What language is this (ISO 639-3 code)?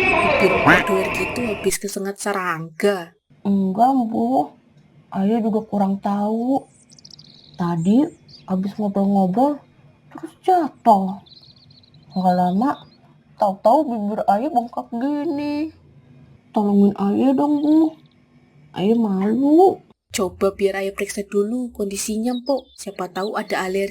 bew